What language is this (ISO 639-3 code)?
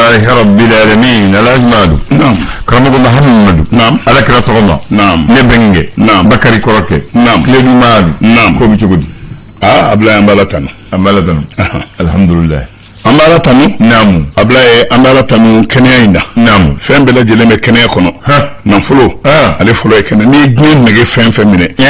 bam